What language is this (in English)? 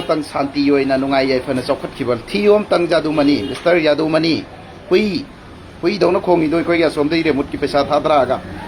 Manipuri